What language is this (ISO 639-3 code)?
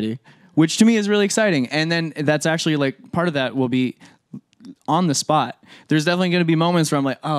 eng